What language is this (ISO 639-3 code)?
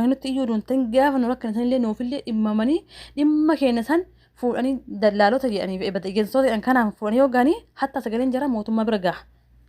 orm